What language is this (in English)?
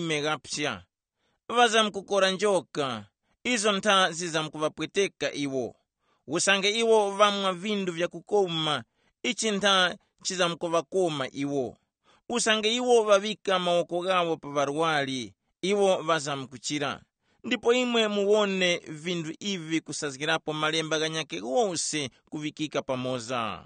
Tumbuka